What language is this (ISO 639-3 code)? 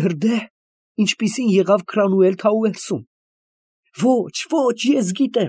hye